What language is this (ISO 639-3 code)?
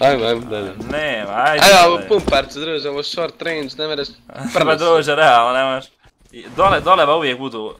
bos